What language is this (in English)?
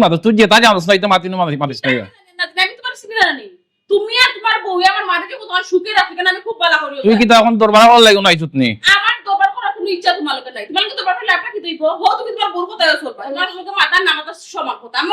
Sylheti